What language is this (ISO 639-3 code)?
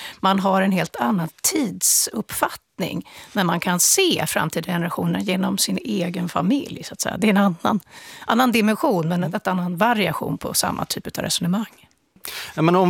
swe